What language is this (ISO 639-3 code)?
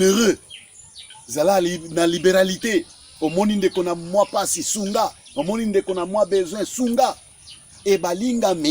lin